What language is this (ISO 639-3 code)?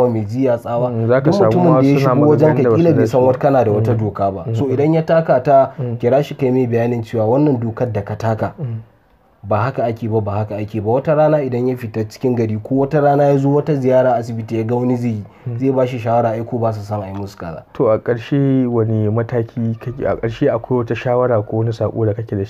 hau